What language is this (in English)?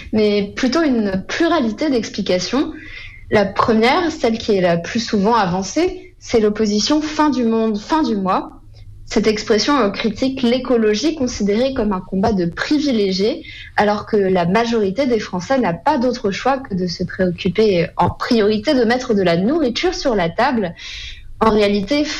French